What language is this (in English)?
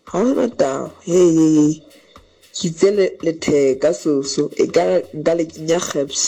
Southern Sotho